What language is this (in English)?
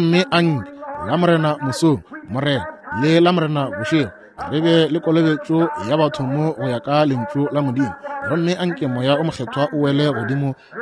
Northern Sotho